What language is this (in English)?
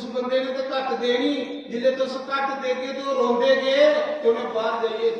Dogri